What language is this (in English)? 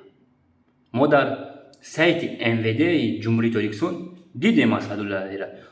Tajik